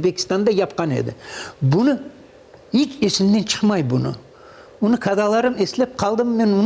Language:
Crimean Tatar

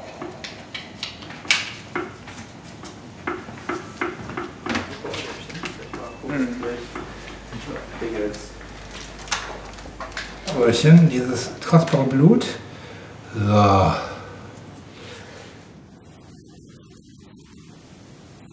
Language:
German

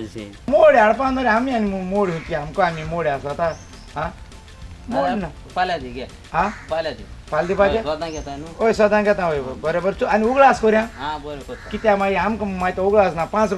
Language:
Konkani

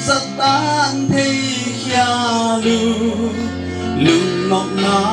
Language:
Paite Chin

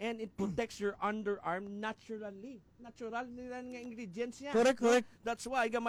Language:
Hiligaynon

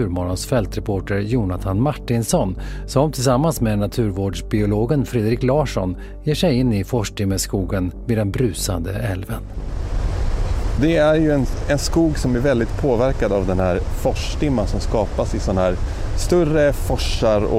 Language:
Swedish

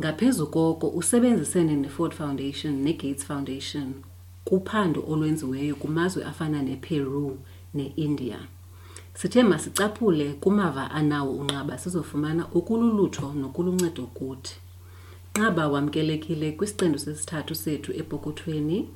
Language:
Xhosa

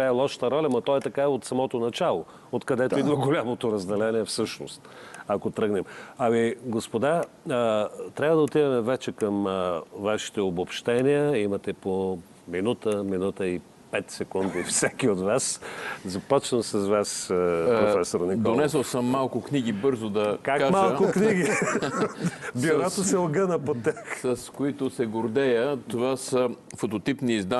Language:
Bulgarian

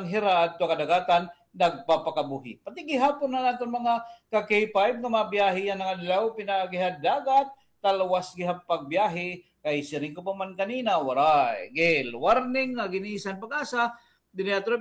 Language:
Waray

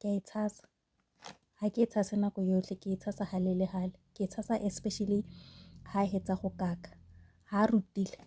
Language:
Tswana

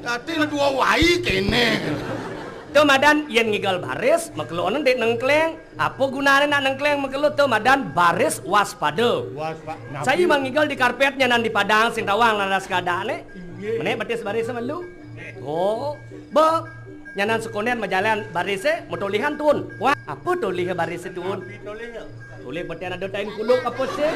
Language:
Balinese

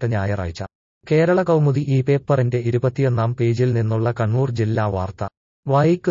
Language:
Malayalam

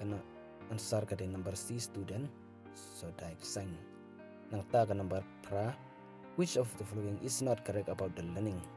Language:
Khasi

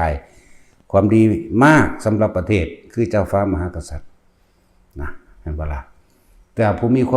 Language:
Northeastern Thai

